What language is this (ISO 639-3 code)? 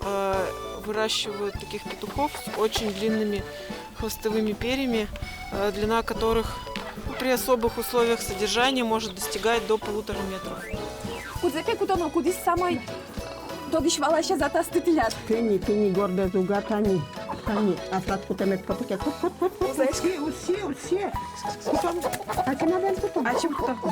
udm